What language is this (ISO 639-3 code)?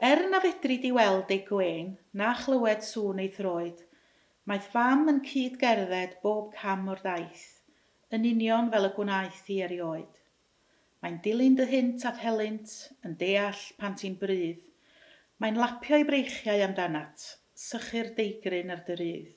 cym